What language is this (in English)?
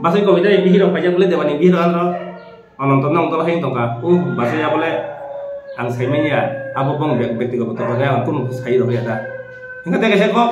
Kok Borok